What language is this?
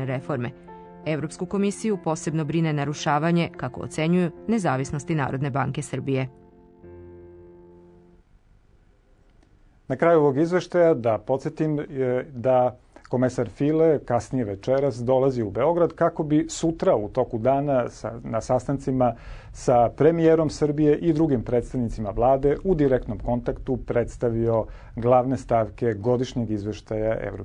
Serbian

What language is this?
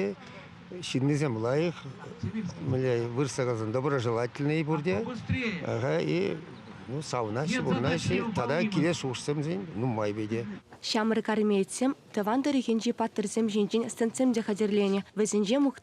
Chuvash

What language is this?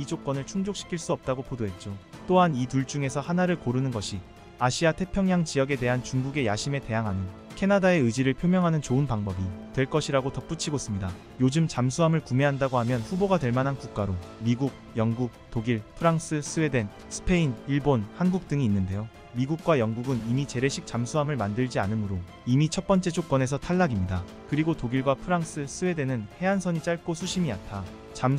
Korean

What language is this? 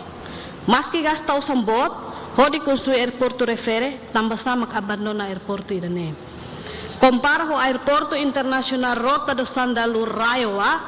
Tetum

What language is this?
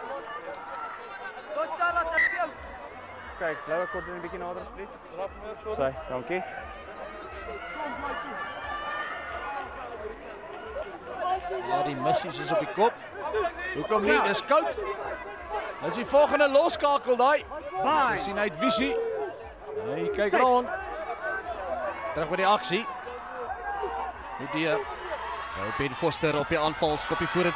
Afrikaans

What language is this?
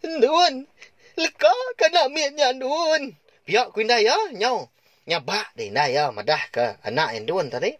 Iban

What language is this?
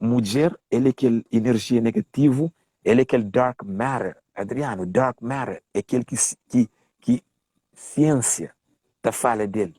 Kabuverdianu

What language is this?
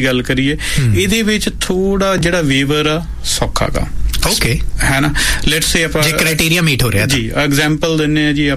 Punjabi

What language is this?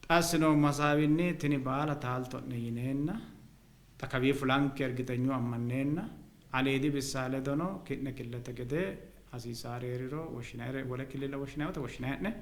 Sidamo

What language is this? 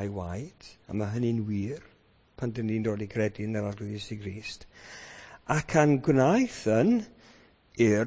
Welsh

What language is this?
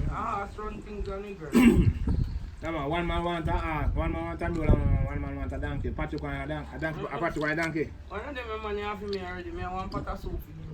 Jamaican Creole English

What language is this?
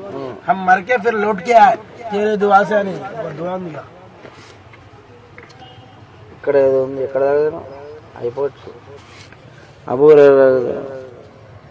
Telugu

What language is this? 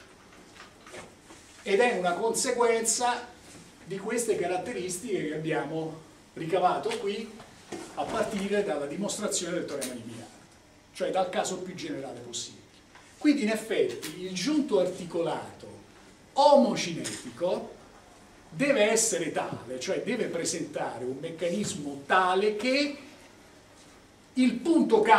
Italian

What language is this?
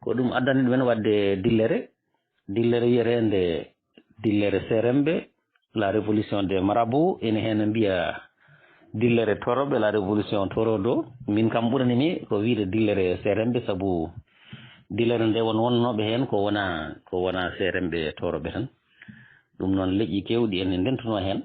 Fula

